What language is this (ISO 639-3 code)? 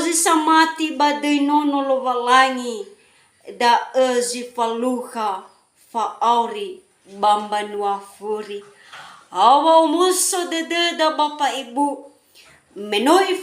nia